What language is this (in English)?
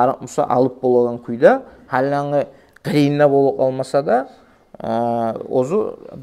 Kumyk